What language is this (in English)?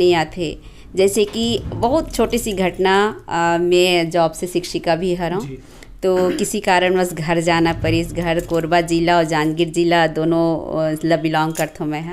Chhattisgarhi